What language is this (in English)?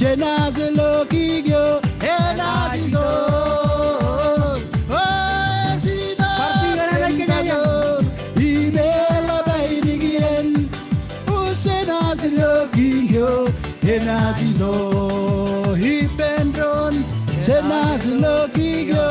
Marshallese